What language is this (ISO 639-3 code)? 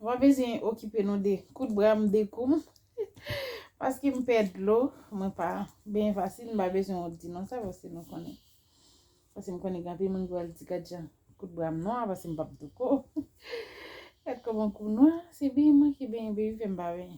hat